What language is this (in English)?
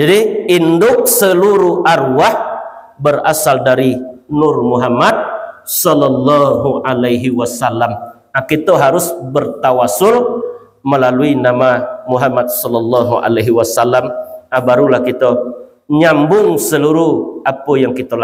Minangkabau